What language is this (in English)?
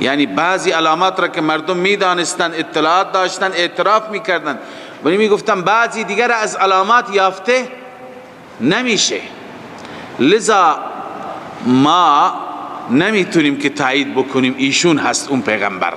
Persian